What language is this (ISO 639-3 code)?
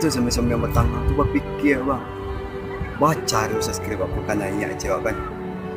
min